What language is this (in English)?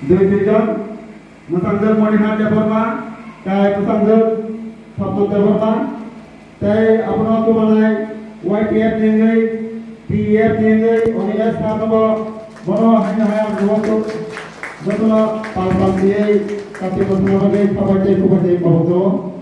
Kok Borok